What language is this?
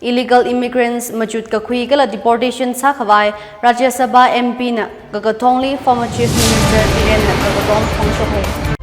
Tangkhul Naga (India)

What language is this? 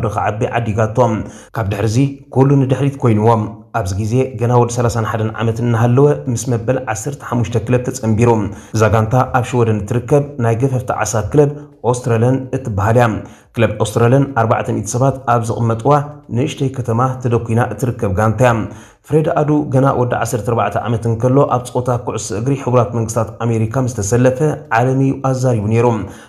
Tigrinya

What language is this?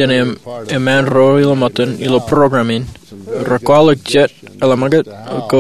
Marshallese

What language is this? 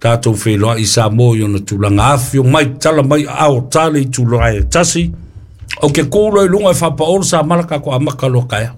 Samoan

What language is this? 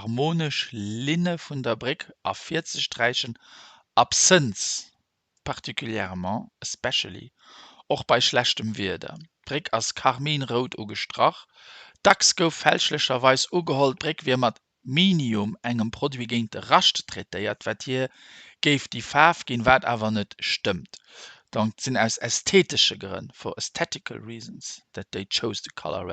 Luxembourgish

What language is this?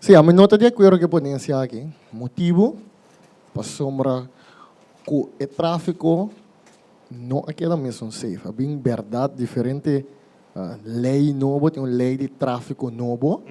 Papiamento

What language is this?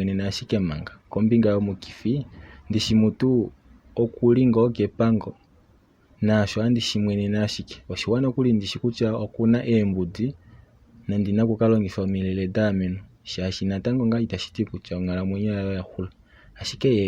Kuanyama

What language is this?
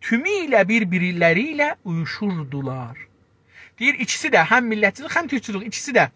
South Azerbaijani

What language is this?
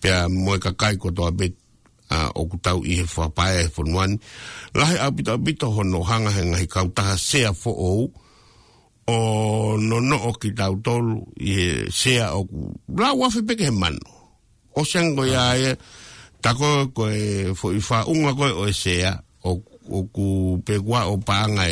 Tongan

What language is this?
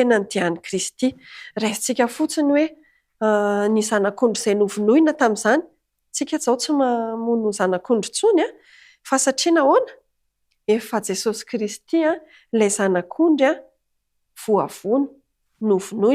Malagasy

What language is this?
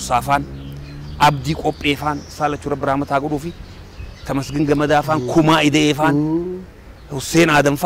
Oromo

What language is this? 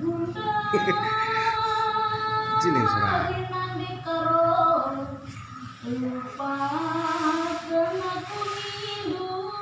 Batak Karo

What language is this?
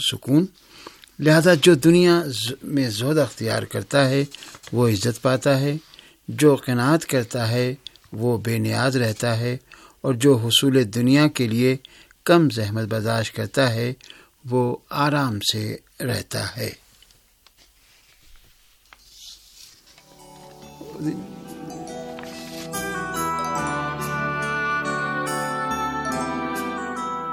Urdu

